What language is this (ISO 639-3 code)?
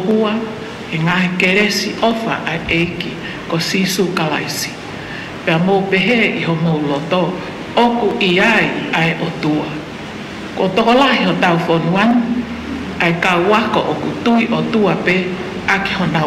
ton